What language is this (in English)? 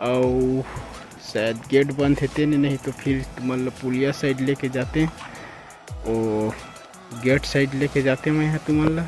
Chhattisgarhi